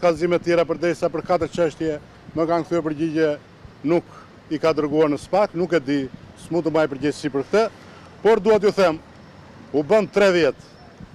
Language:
Albanian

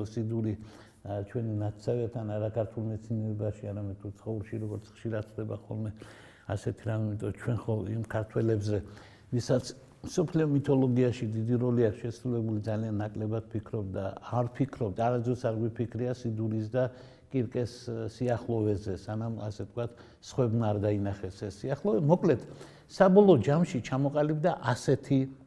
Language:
Georgian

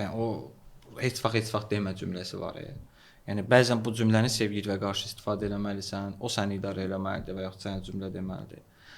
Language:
Azerbaijani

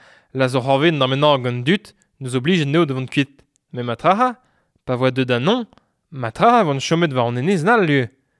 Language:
Breton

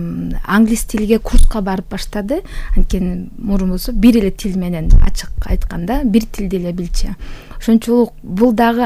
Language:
Kyrgyz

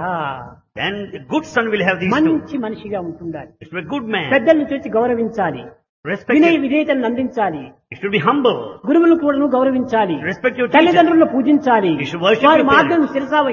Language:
Telugu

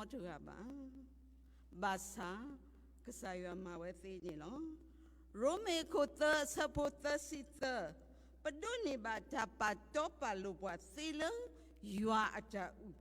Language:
S'gaw Karen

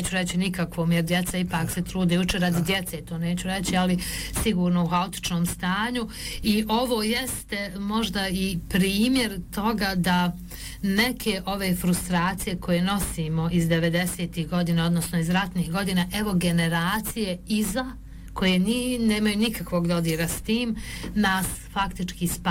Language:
Bosnian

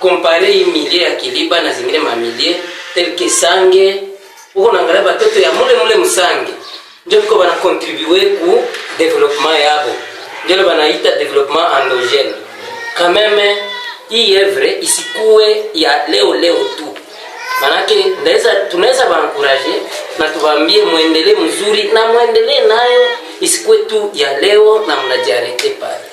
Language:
Swahili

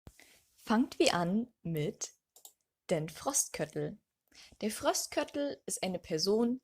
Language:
Low German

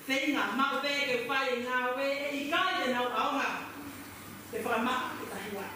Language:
Tongan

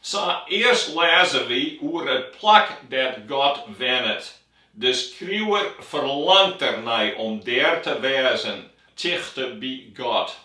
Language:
Western Frisian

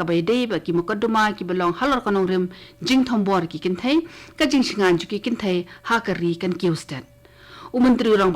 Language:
Khasi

